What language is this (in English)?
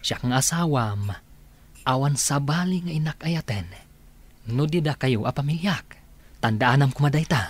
Iloko